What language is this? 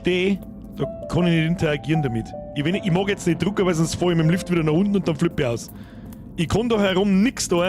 Bavarian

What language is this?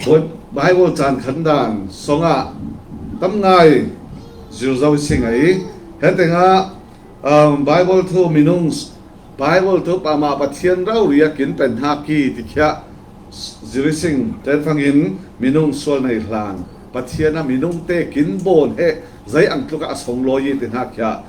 Falam Chin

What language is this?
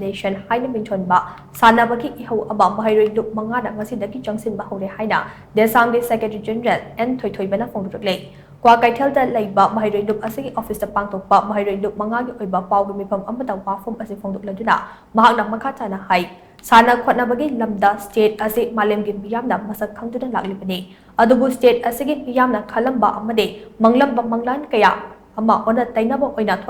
Manipuri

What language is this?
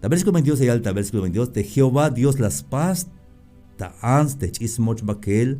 Tzeltal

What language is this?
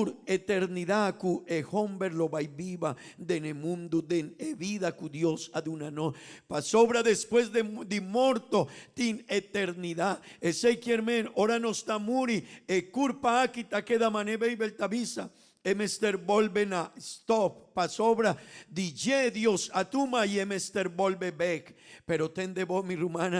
Papiamento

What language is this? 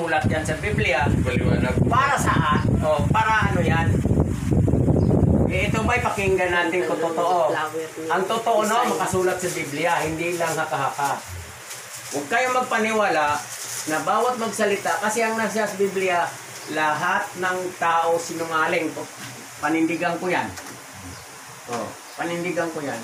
Filipino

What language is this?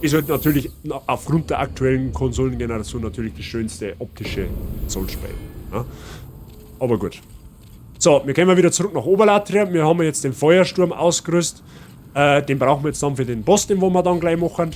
Bavarian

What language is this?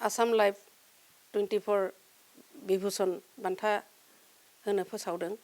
Bodo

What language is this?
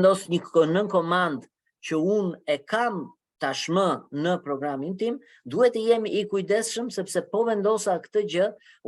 Albanian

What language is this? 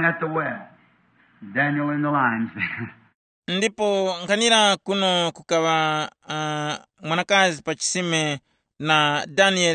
Tumbuka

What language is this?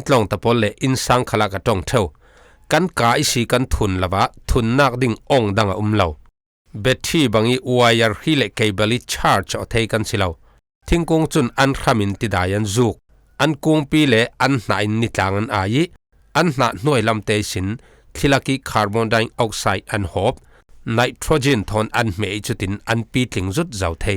Falam Chin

